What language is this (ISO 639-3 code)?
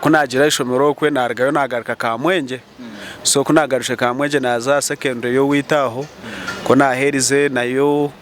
nyn